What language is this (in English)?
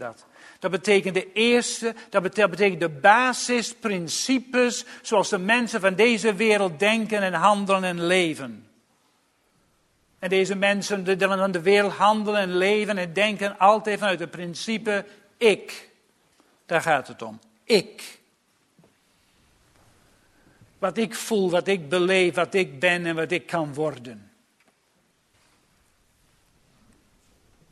Dutch